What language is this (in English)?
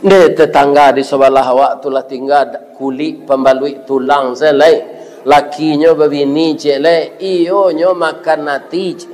Minangkabau